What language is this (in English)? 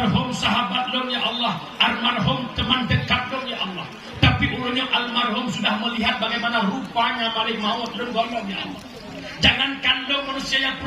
Achinese